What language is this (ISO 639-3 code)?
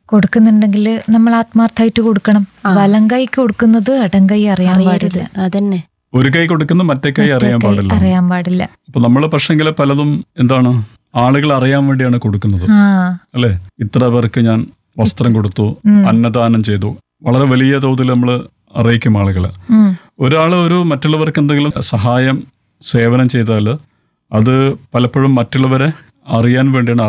mal